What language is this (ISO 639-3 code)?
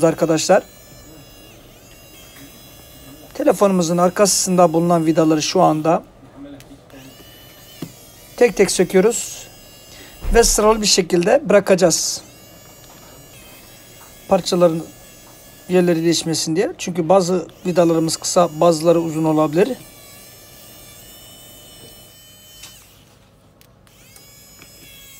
tur